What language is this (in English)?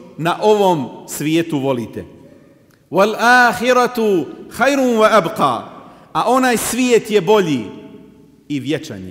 Bosnian